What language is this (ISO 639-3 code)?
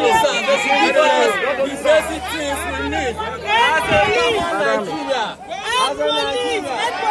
pcm